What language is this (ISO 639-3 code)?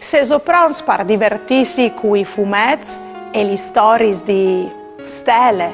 fur